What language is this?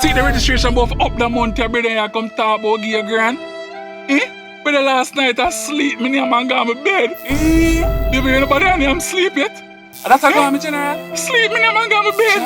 Jamaican Creole English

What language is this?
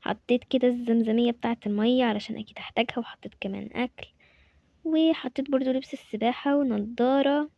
Egyptian Arabic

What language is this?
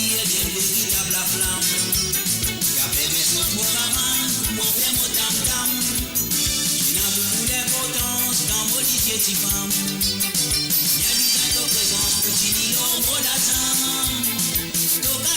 Morisyen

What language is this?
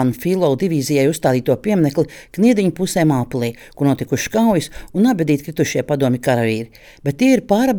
Latvian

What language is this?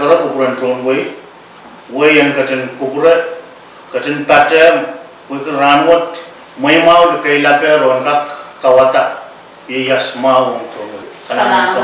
Pohnpeian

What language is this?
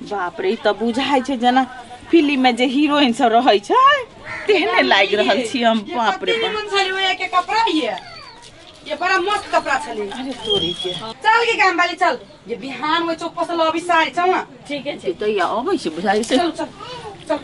Maithili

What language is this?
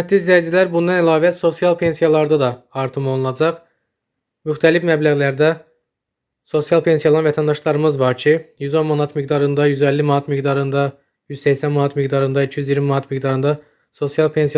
Azerbaijani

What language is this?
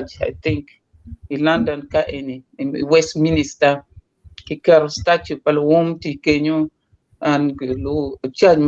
Acoli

